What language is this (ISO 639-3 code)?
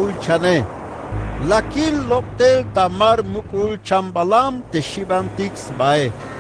tzh